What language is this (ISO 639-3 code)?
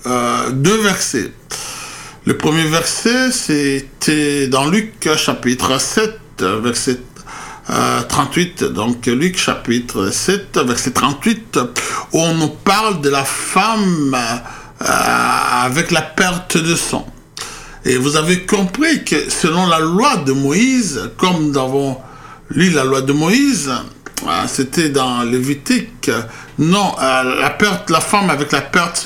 fra